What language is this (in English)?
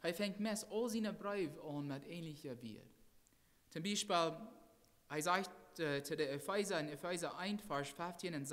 Plautdietsch